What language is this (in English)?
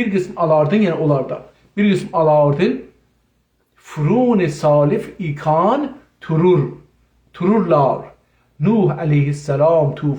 South Azerbaijani